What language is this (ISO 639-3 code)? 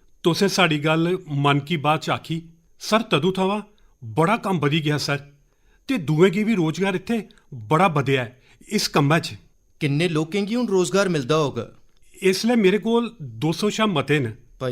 doi